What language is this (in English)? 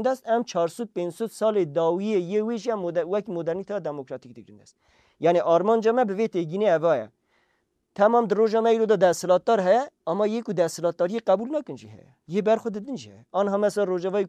Kurdish